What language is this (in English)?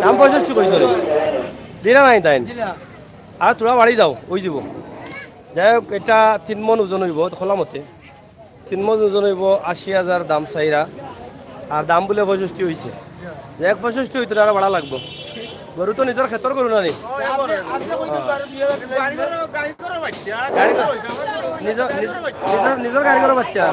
Sylheti